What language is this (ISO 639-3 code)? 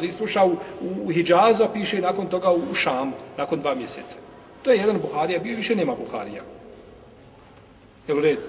bos